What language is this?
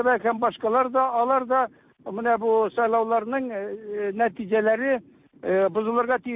Tatar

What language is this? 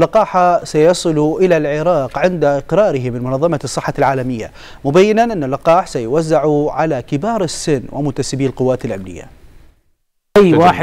Arabic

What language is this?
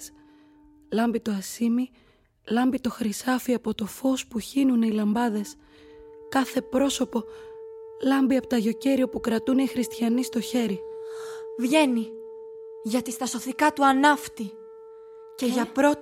Greek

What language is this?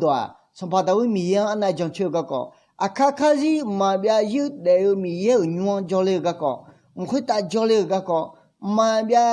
Akha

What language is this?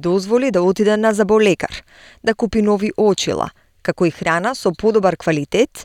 Macedonian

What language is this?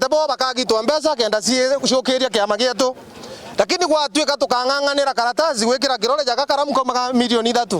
Meru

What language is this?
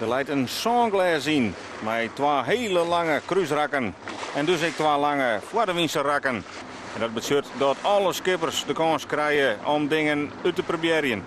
Western Frisian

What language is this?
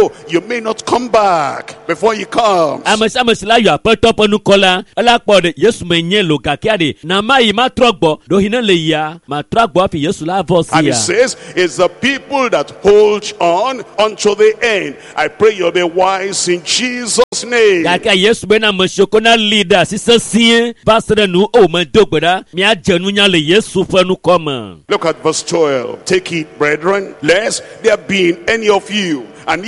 Ewe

